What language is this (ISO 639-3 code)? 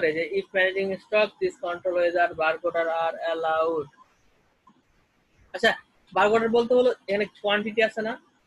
ben